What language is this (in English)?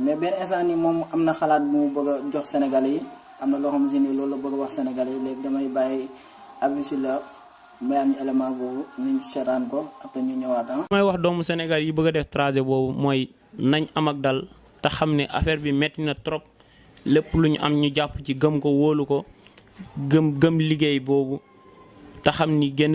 Wolof